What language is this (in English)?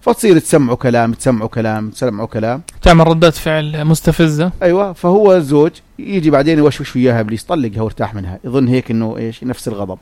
North Levantine Arabic